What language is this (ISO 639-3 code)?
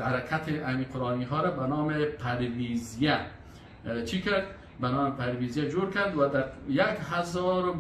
fas